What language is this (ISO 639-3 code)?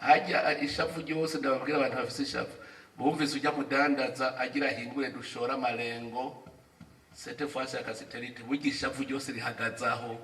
run